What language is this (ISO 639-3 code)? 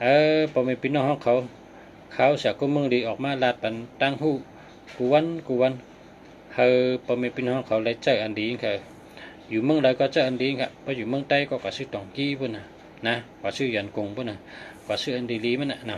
shn